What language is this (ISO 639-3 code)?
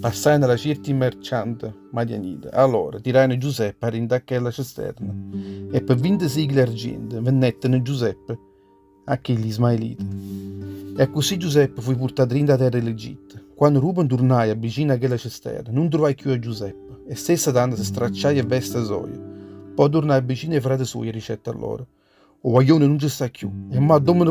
nap